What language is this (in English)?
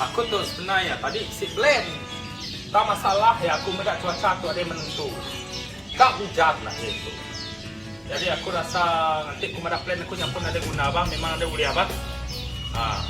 Iban